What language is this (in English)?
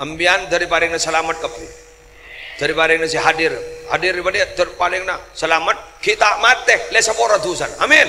Madurese